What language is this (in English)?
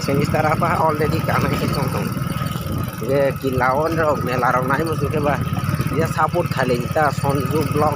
Kok Borok